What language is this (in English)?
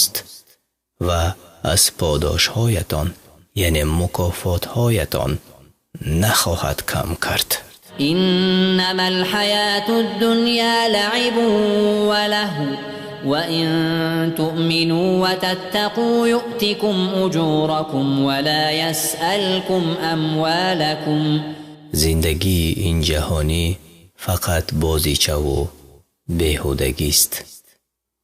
Persian